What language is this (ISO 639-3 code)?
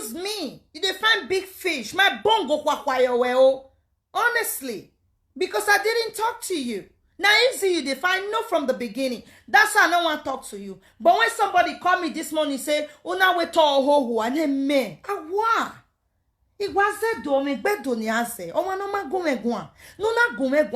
pcm